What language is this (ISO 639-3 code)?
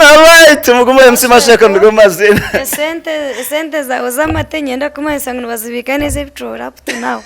nyn